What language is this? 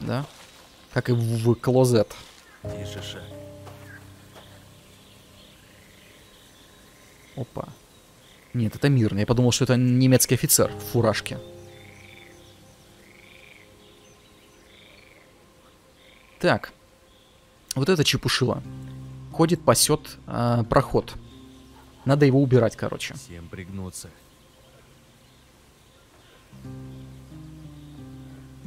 Russian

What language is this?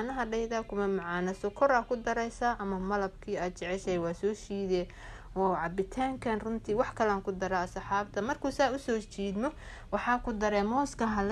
Somali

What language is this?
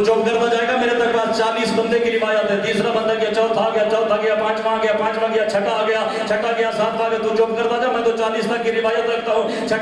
Urdu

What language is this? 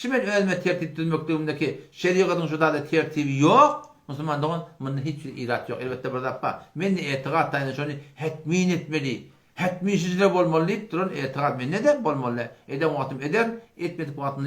Turkmen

